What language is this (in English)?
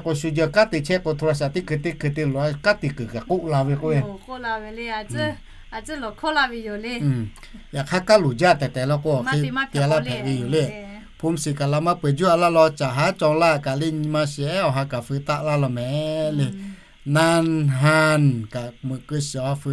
Lahu